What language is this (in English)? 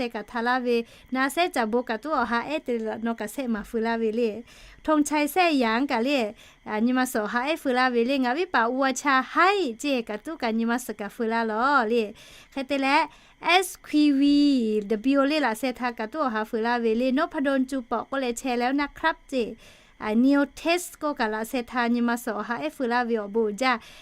Lahu